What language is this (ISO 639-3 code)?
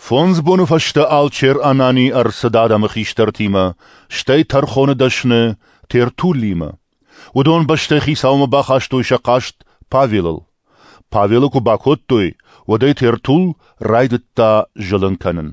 oss